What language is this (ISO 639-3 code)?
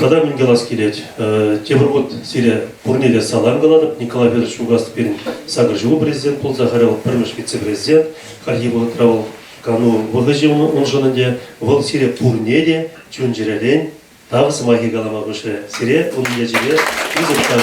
chv